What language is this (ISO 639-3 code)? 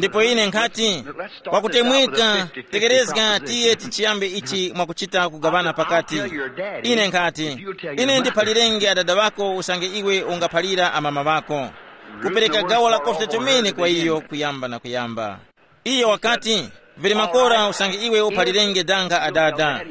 tum